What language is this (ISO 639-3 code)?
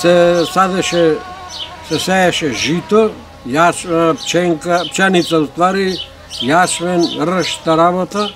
mkd